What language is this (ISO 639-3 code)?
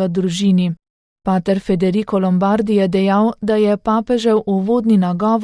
slv